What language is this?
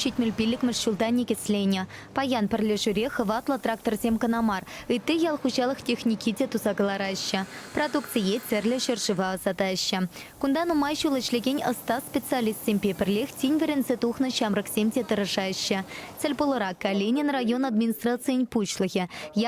Chuvash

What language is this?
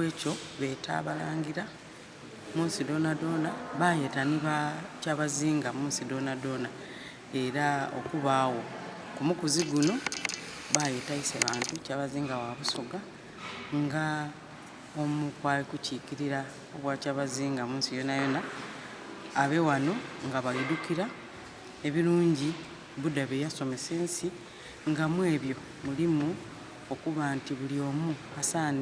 Soga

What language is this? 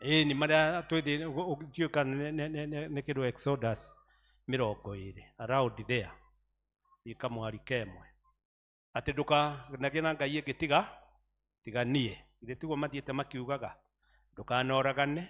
Kikuyu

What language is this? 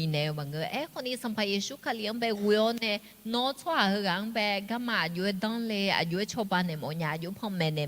Akha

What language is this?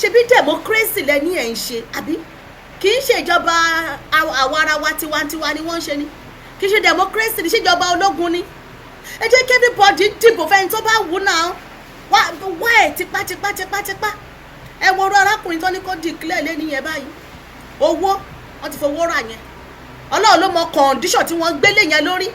Yoruba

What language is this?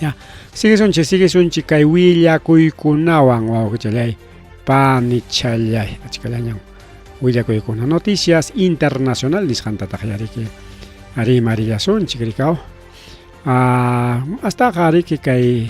Ayacucho Quechua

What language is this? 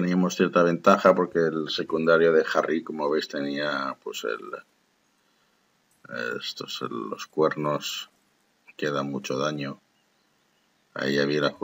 Spanish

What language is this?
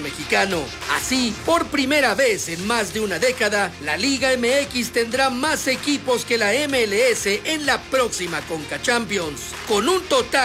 Spanish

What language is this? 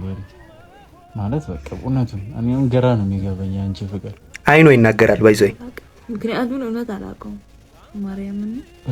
Amharic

